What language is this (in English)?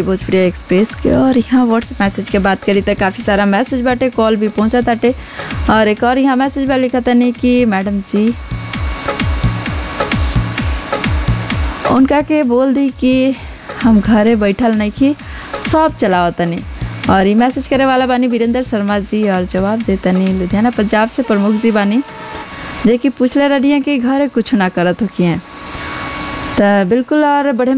Bhojpuri